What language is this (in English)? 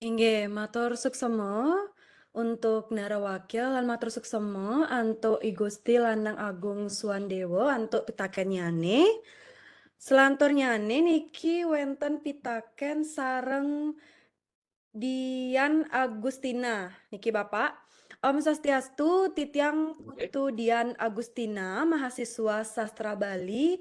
Balinese